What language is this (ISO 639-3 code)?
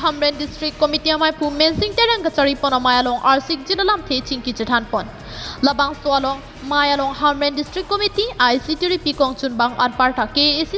mjw